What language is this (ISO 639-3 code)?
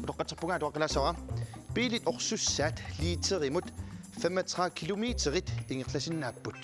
kal